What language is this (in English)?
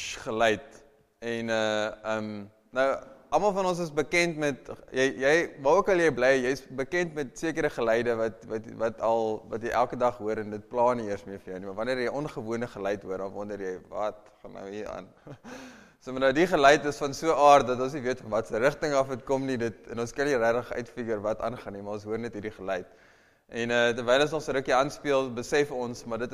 Afrikaans